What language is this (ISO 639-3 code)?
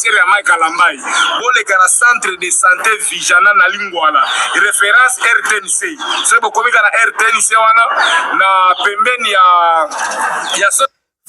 lin